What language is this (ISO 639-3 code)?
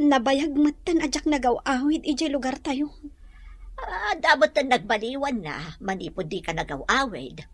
ilo